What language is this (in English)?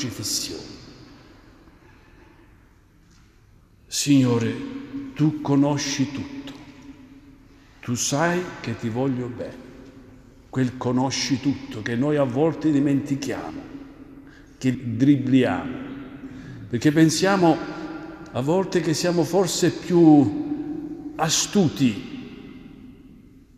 Italian